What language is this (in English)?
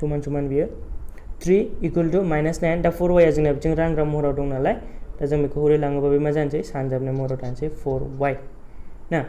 Bodo